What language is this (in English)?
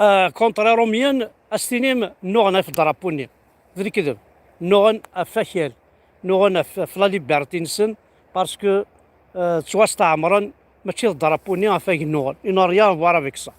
Kabyle